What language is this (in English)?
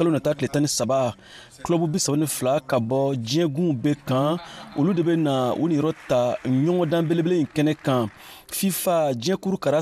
Bambara